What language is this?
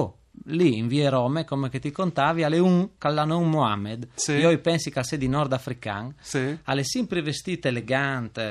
Friulian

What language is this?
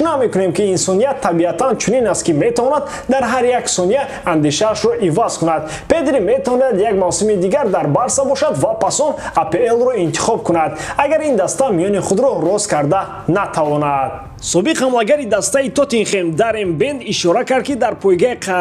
Tajik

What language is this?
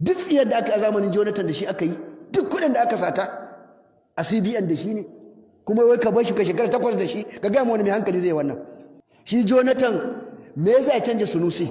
Hausa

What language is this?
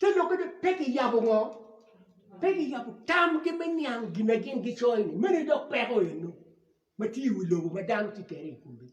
Acoli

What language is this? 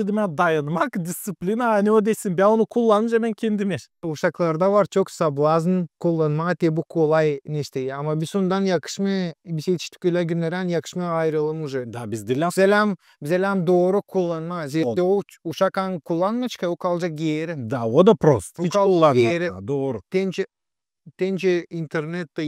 Gagauz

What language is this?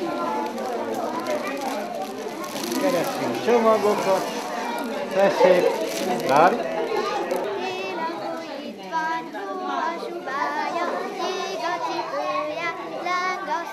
Hungarian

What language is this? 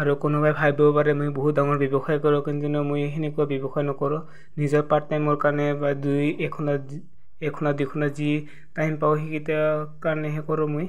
Assamese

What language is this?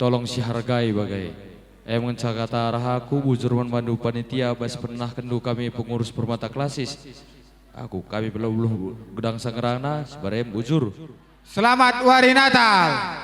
Batak Karo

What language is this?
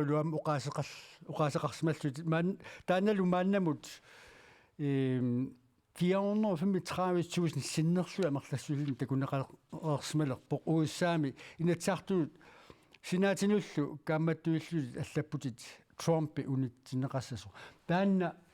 Kalaallisut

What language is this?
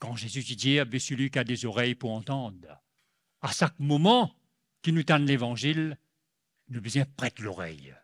Morisyen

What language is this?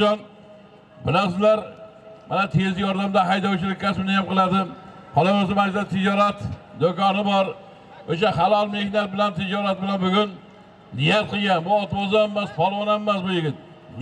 Uzbek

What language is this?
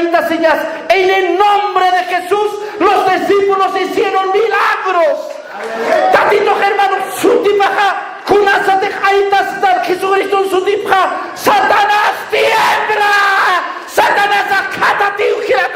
Aymara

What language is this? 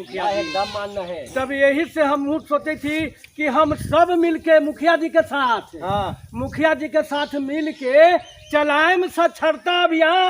Magahi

